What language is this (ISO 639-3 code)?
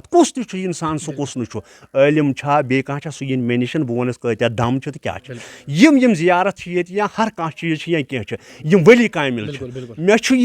kas